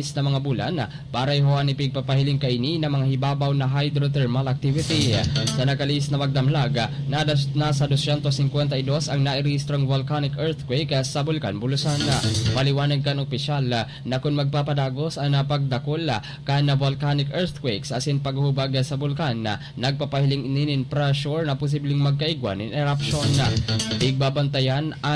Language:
Bikol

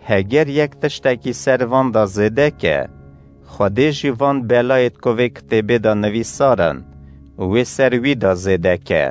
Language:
Kurdish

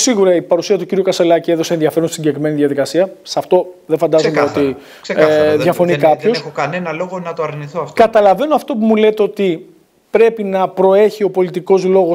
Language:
Greek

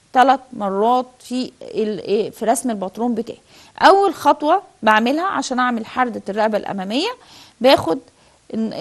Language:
Egyptian Arabic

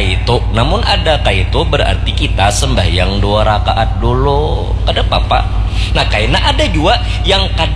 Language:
Banjar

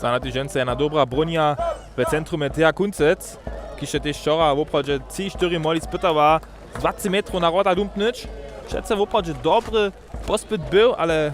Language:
Upper Sorbian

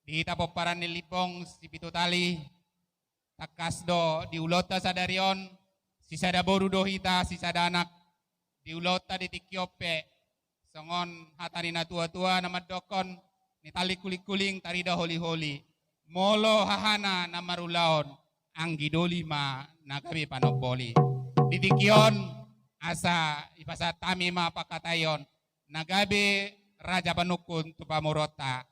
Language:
Batak Toba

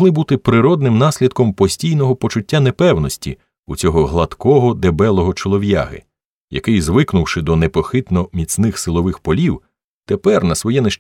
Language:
Ukrainian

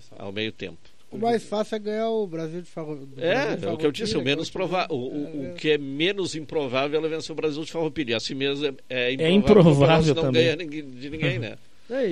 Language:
Portuguese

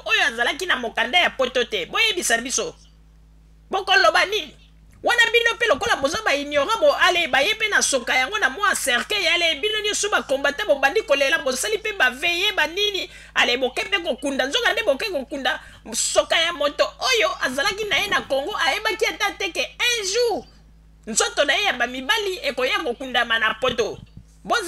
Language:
Lingala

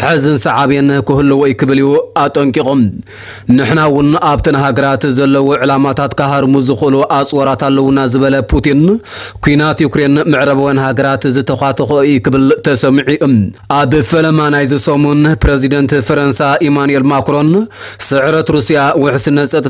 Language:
Tigrinya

